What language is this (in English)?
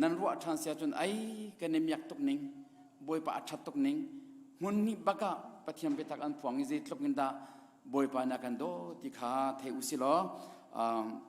Hakha Chin